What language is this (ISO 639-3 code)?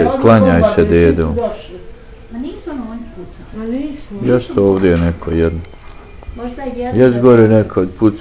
bos